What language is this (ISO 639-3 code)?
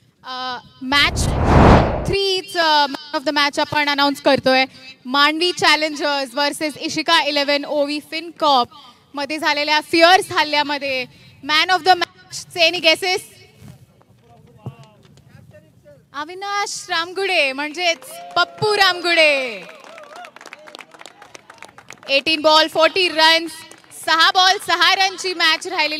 mar